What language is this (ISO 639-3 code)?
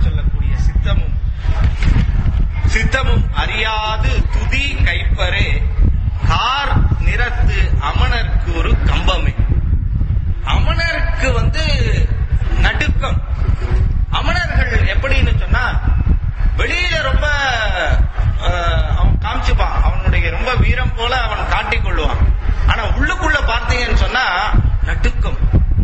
tam